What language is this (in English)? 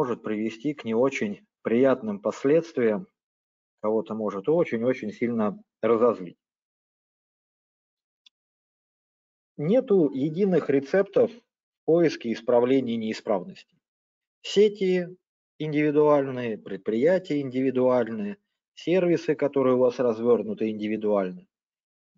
Russian